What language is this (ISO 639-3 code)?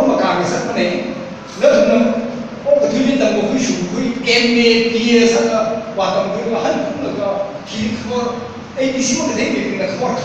nmf